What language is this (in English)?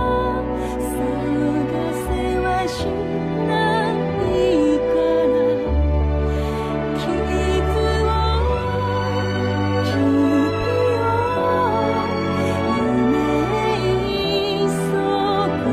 Japanese